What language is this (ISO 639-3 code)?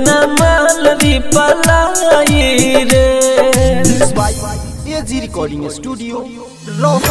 bho